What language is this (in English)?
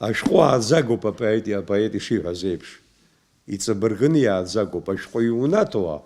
Abkhazian